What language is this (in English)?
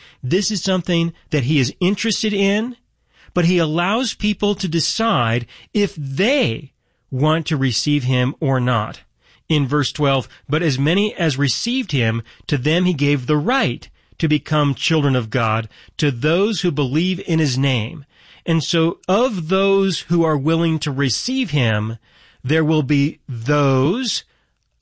English